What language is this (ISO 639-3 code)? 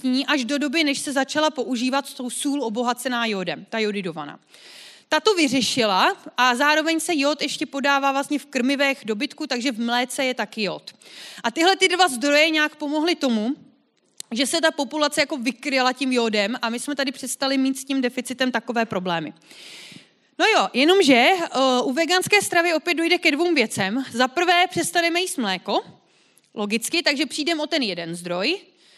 ces